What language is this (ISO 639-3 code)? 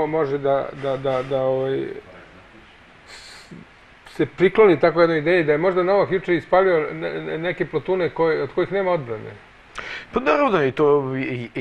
srp